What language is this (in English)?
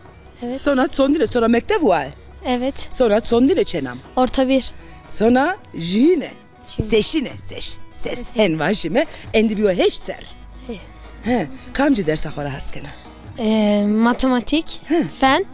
Zaza